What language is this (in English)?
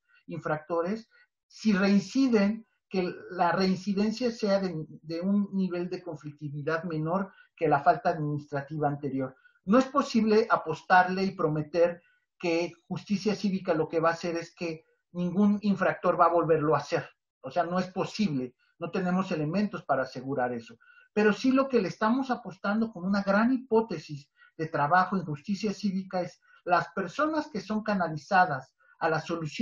Spanish